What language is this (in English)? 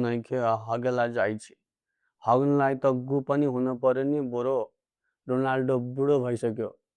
Nepali